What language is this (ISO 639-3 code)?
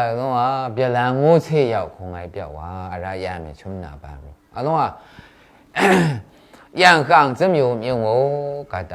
mhx